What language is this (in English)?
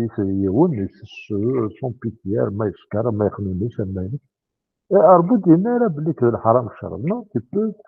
Kabyle